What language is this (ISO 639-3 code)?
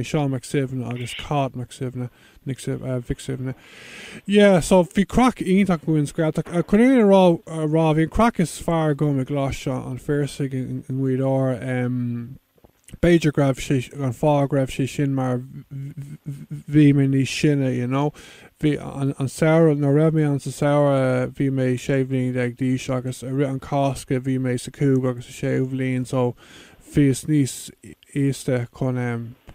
gle